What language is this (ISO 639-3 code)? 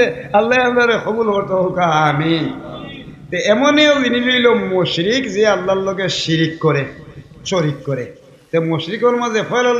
syl